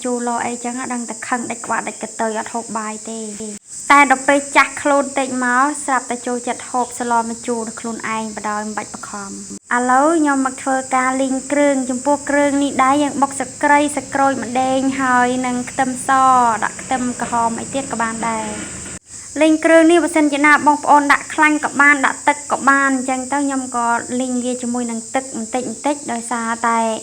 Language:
Khmer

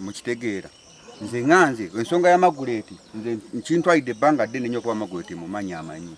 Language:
Ganda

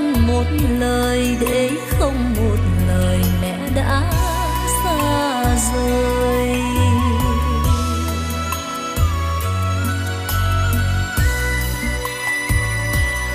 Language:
Vietnamese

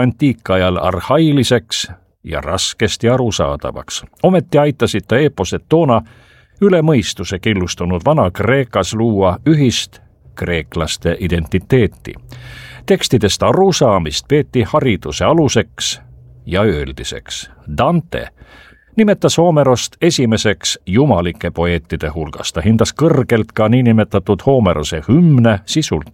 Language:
Estonian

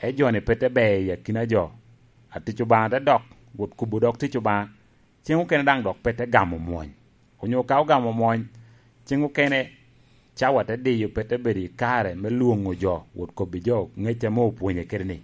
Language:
Lango (Uganda)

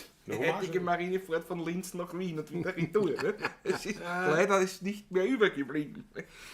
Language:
Bavarian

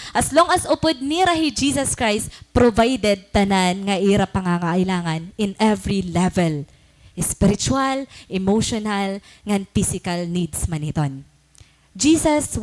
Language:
Waray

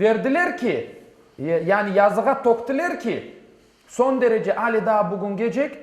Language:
Crimean Tatar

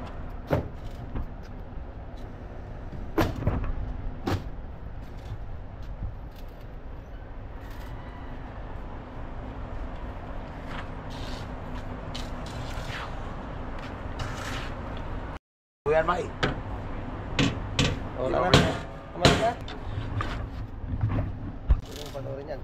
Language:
Filipino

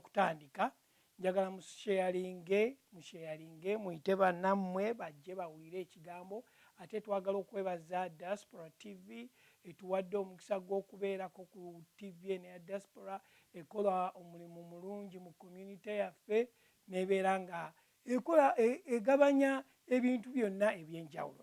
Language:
Ganda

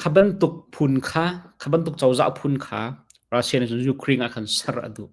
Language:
Hakha Chin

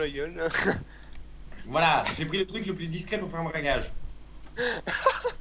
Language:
French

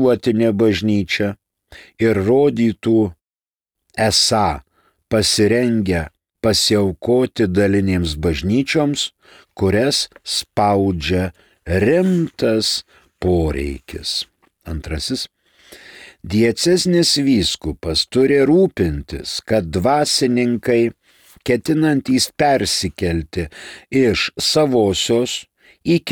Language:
Lithuanian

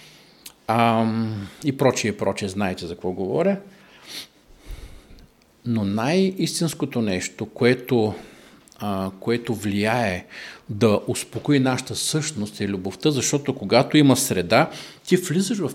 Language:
Bulgarian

